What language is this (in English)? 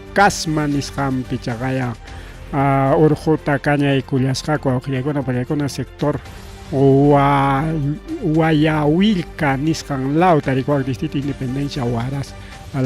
Ayacucho Quechua